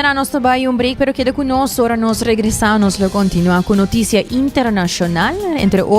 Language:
Papiamento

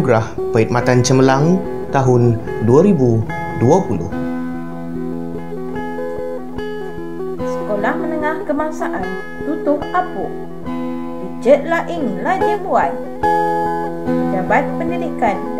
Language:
Malay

